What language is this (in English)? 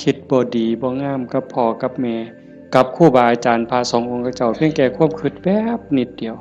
Northeastern Thai